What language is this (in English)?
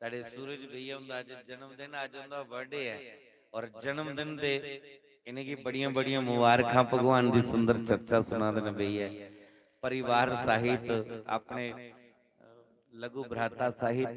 Dogri